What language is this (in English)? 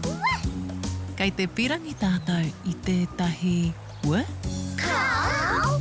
Māori